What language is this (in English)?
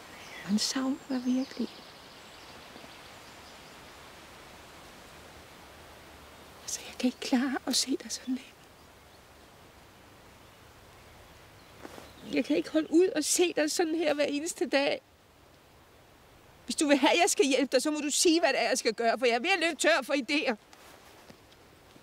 Danish